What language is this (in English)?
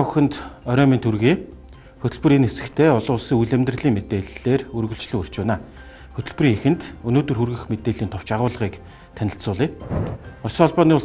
Mongolian